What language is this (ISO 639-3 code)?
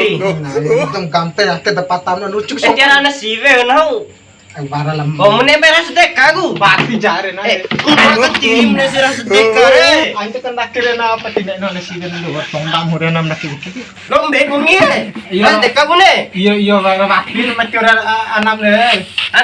bhp